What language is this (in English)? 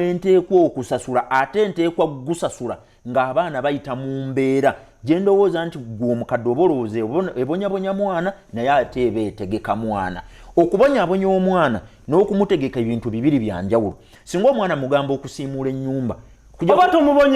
Ganda